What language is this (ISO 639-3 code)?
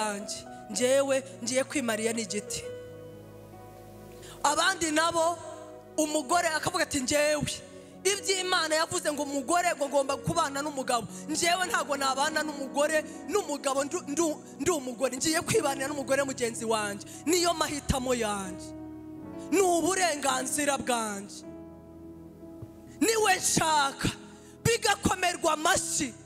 kin